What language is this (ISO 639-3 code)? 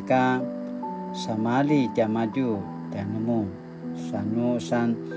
pwn